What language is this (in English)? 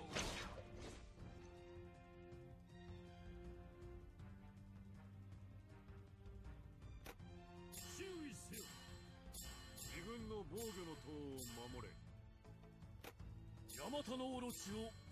Japanese